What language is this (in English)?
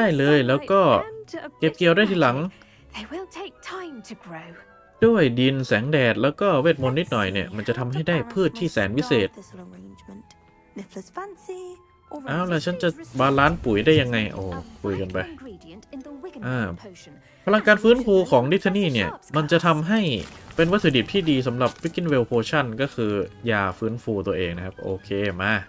Thai